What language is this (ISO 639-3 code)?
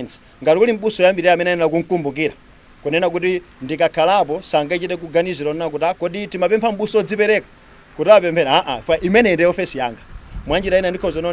nya